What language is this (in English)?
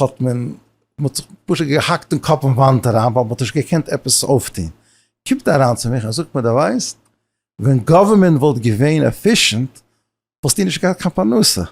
Yiddish